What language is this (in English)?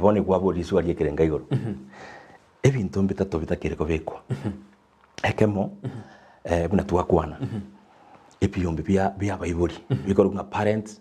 Gusii